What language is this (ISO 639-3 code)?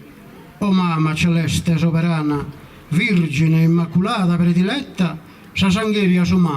srd